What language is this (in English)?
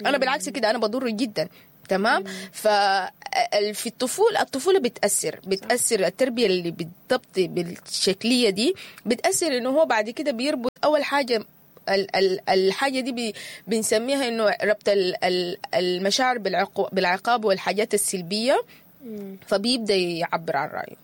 Sudanese Arabic